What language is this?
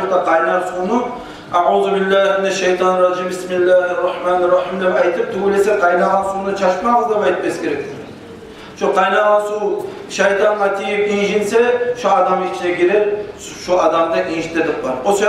Kumyk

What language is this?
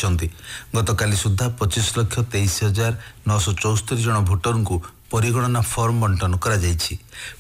Odia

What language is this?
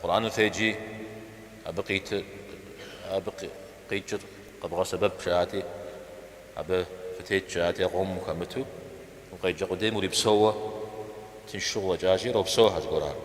Kabardian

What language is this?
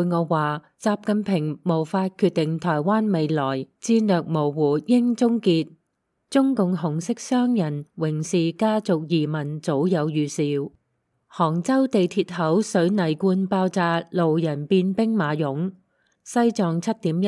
Cantonese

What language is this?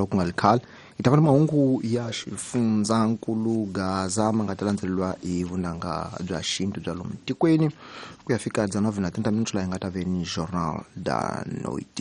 Tsonga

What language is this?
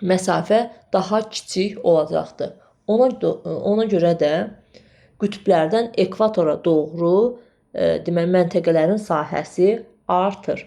Azerbaijani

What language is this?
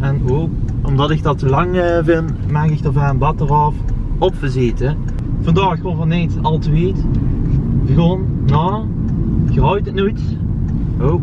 Limburgish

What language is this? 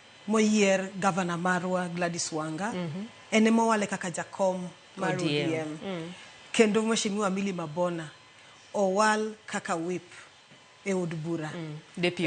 Luo (Kenya and Tanzania)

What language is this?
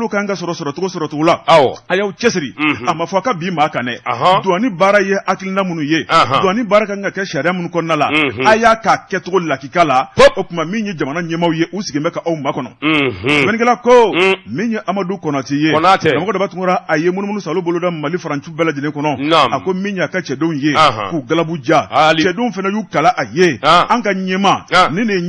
Bambara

